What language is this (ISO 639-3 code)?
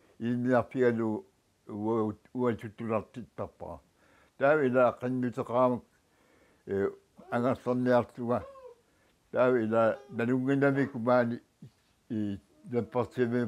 kal